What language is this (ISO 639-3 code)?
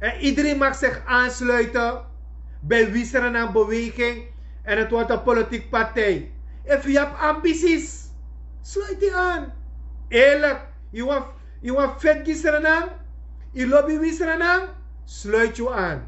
srn